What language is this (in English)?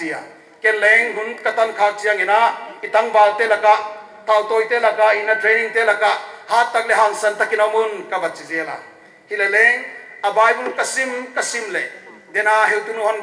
Paite Chin